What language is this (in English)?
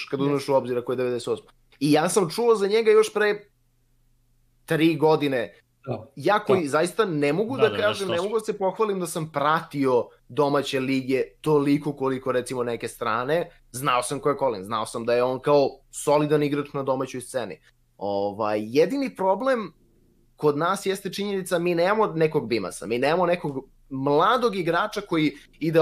Serbian